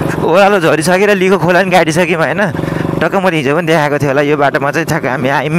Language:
Nepali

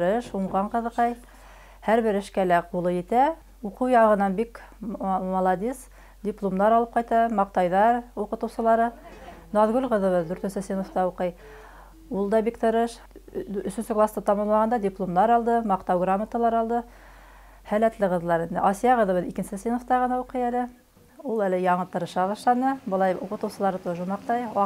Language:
Bashkir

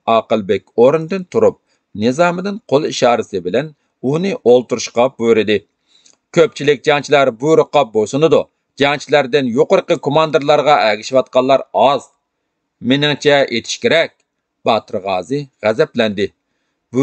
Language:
Uyghur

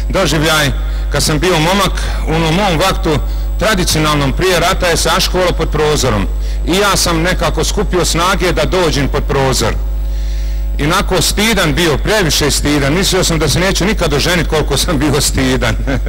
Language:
Bosnian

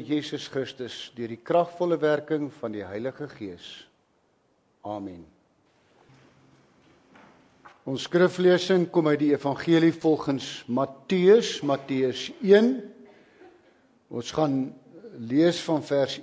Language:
Afrikaans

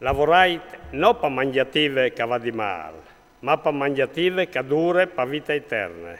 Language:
Friulian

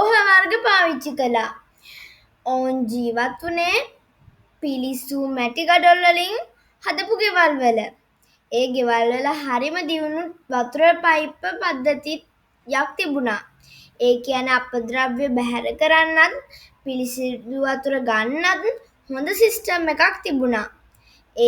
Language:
Sinhala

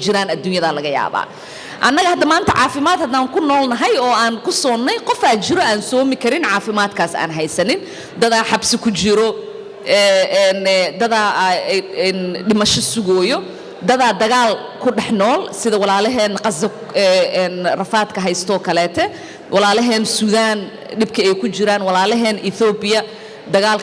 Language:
Somali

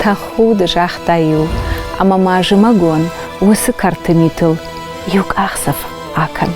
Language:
Ossetic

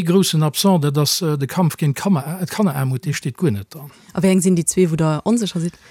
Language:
Luxembourgish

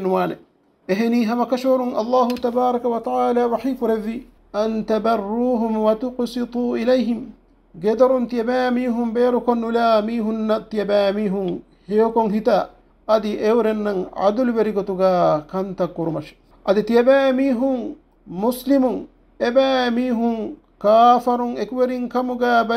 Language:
Divehi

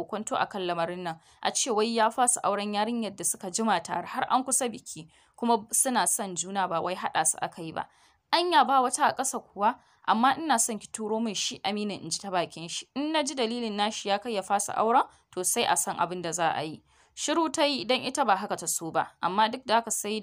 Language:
Hausa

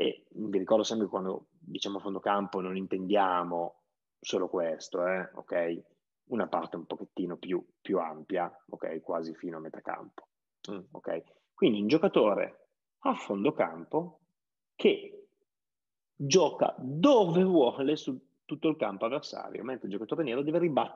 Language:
Italian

